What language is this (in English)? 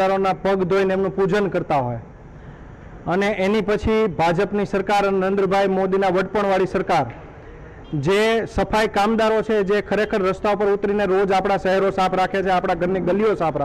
Gujarati